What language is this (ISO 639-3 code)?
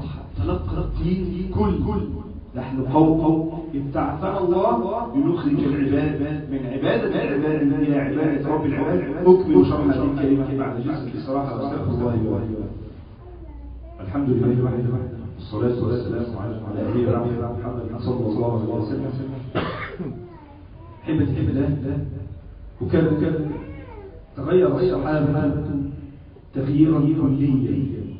arz